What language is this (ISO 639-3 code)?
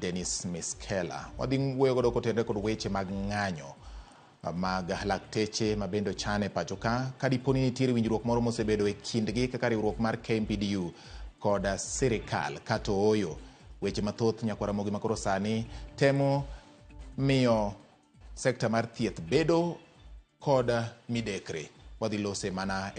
luo